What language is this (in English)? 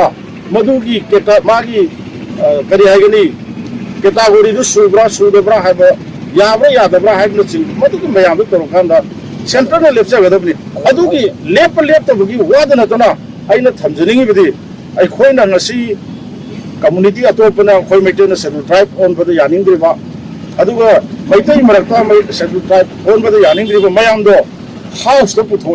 Manipuri